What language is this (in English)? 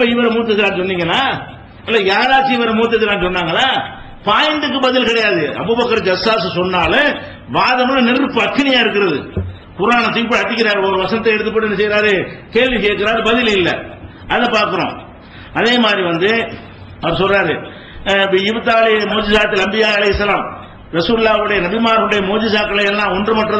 Tamil